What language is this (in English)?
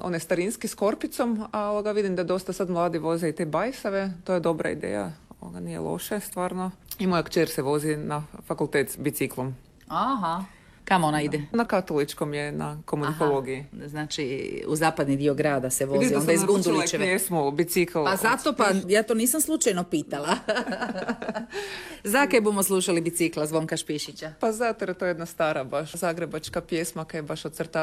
Croatian